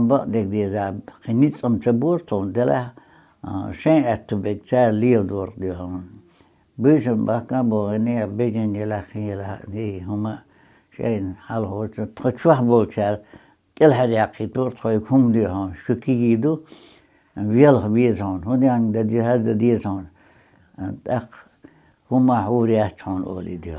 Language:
Chechen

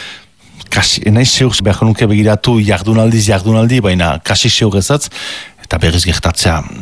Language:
Basque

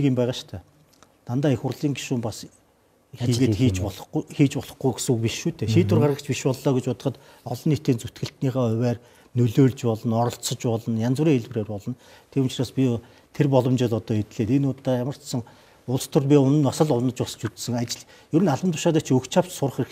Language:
Mongolian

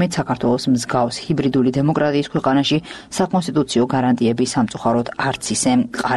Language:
Georgian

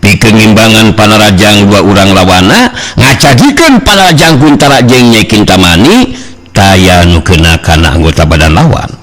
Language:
Sundanese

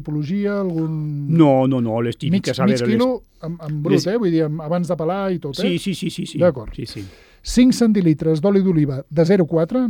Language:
Catalan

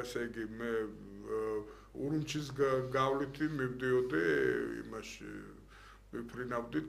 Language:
Georgian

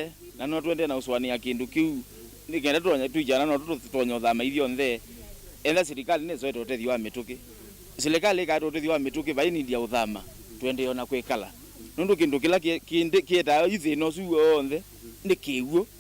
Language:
Kamba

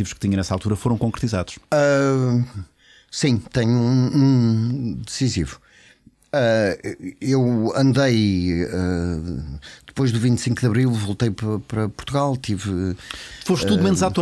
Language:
Portuguese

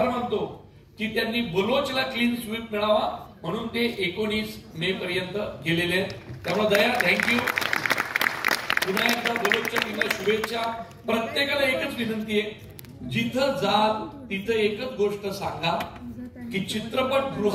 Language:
Marathi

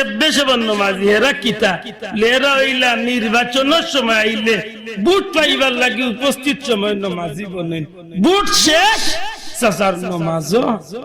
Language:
Sylheti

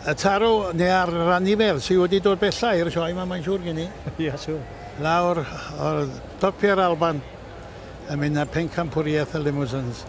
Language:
Welsh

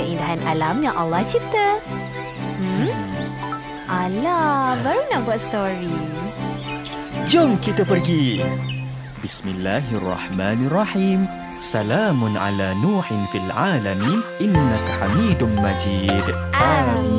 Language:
Malay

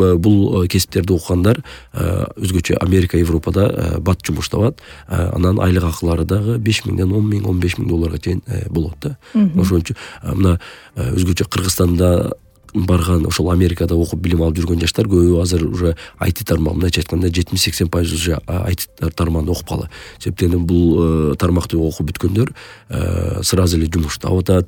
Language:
Kyrgyz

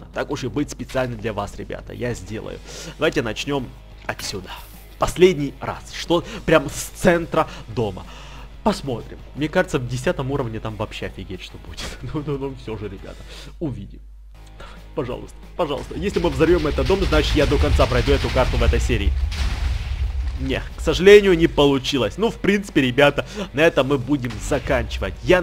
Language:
Russian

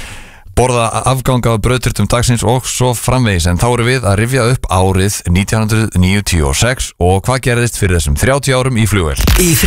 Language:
Icelandic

